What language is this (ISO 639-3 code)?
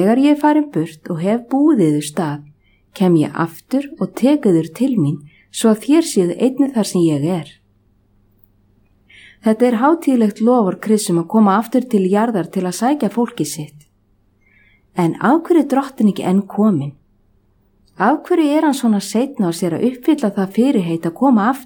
isl